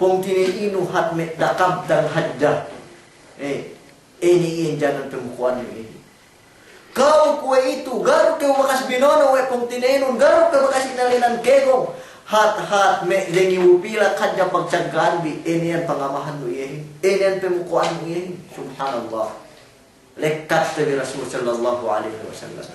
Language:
Yakan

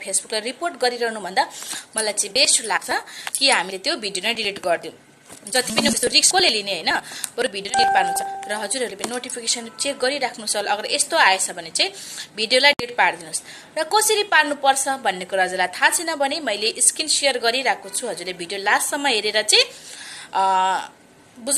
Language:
Nepali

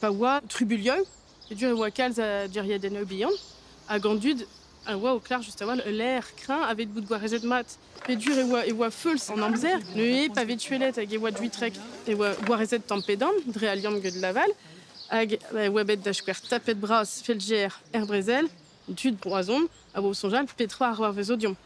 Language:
Breton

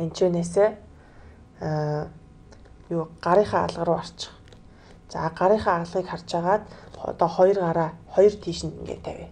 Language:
Mongolian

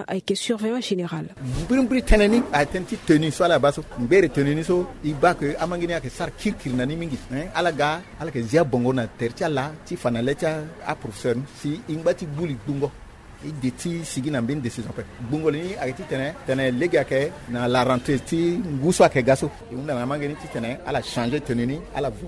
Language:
Sango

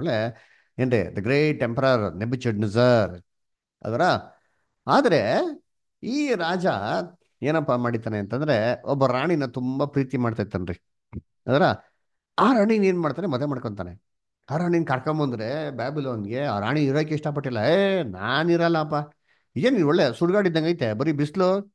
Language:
Kannada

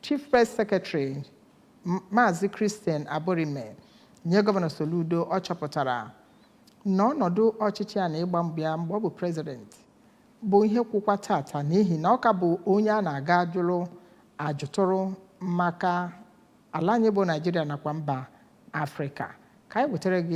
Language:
Igbo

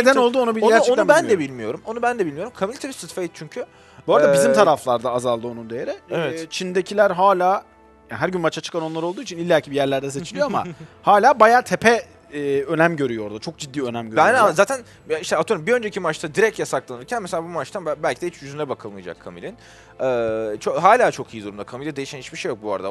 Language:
Turkish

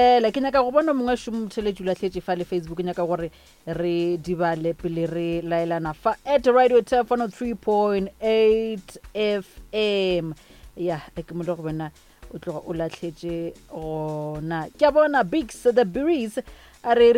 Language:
Northern Sotho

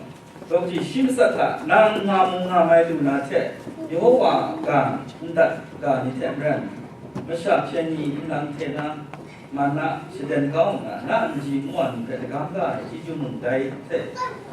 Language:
Kachin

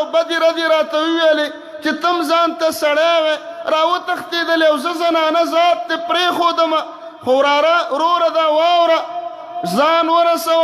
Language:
Pashto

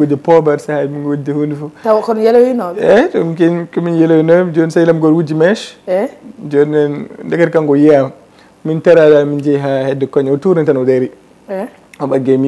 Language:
Fula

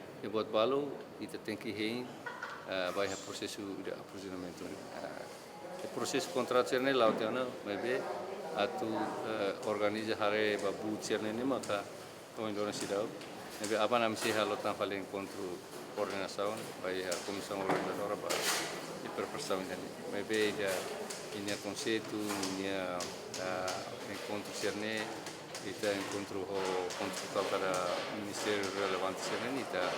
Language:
Tetum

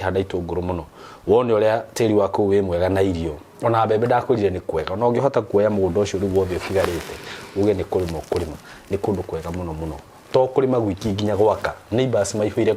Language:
Kikuyu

